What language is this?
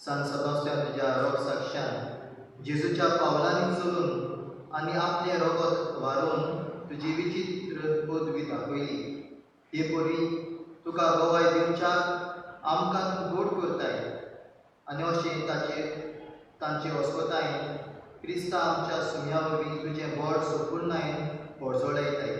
Konkani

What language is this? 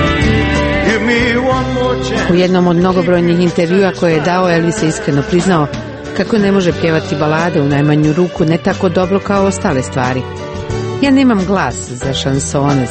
Croatian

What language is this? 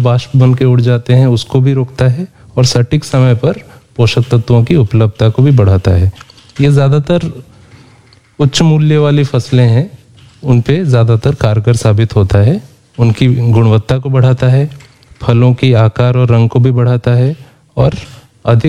Hindi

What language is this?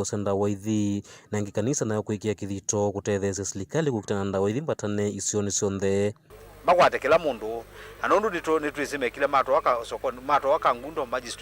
Kamba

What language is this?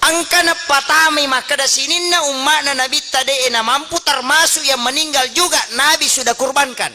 Buginese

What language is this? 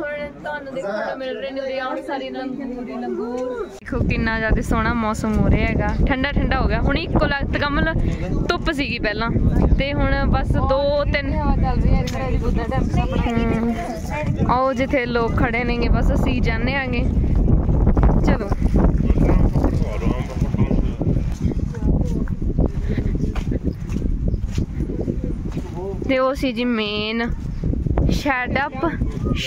Punjabi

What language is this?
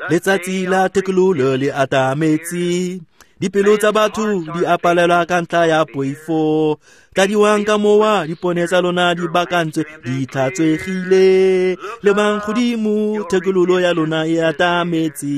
Tswana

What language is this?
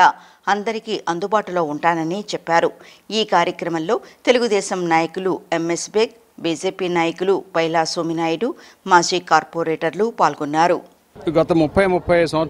Telugu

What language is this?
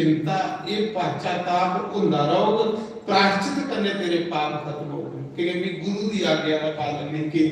Dogri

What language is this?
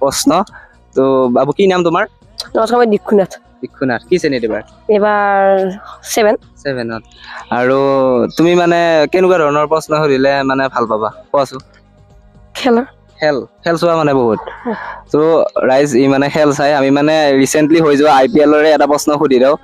Assamese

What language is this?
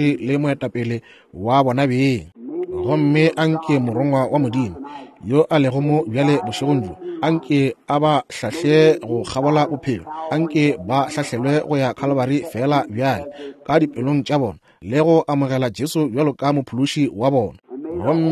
Northern Sotho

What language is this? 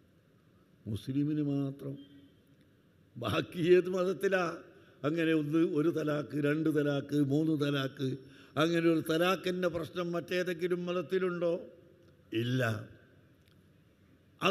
Malayalam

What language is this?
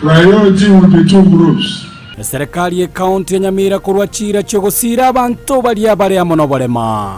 Gusii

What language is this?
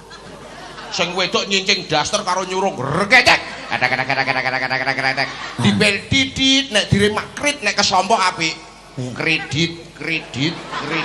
Javanese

